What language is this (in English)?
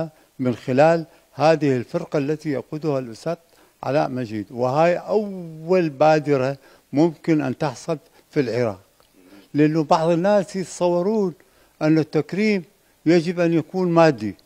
Mesopotamian Arabic